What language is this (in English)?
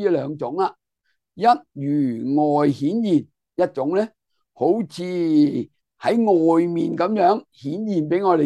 Cantonese